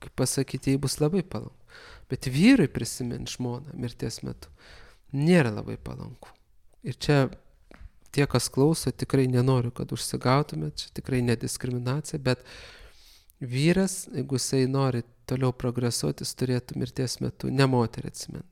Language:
Lithuanian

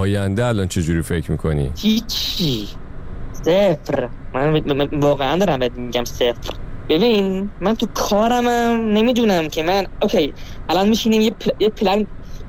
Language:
Persian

